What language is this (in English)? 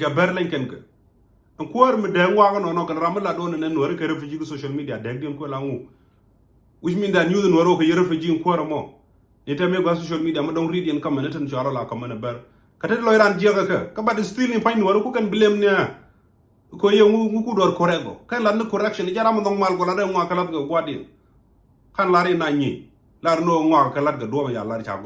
Nuer